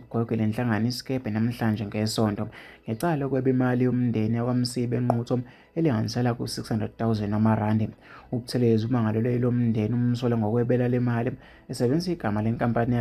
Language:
Zulu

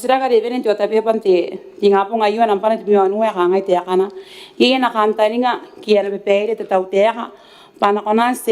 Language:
Gilbertese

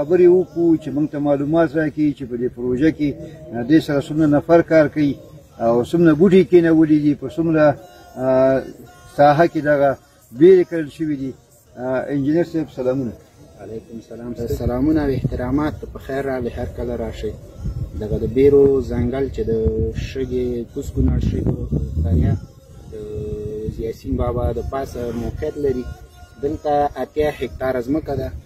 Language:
Pashto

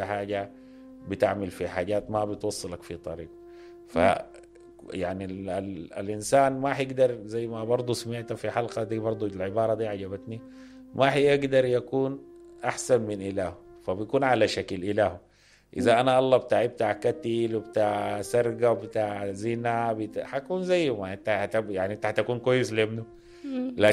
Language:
Sudanese Arabic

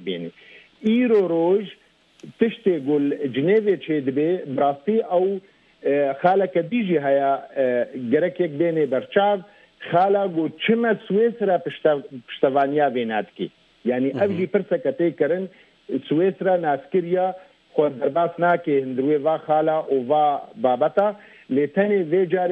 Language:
Kurdish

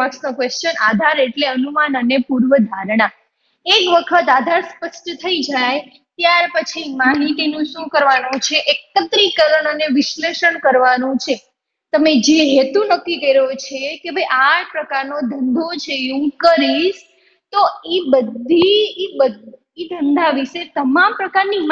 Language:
Gujarati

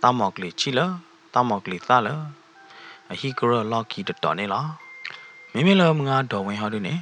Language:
S'gaw Karen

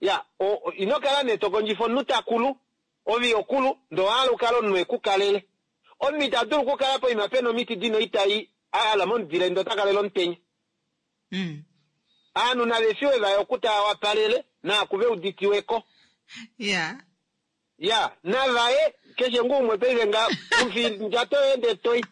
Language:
Kuanyama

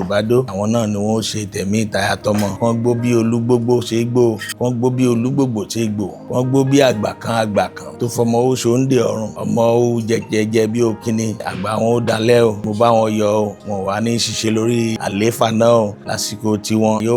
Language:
Yoruba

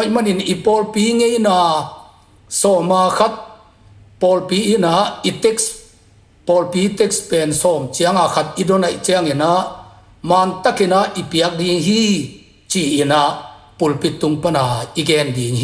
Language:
Tedim Chin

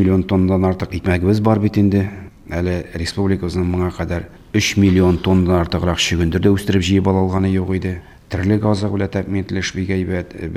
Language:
Tatar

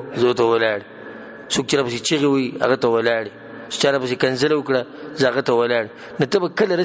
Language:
Pashto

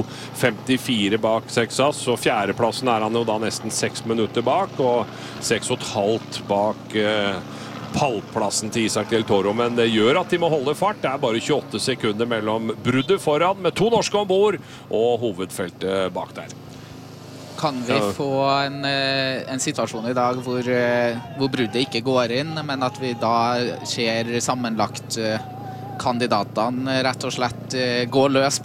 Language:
Norwegian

